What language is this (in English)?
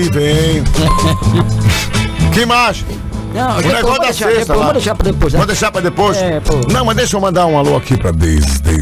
Portuguese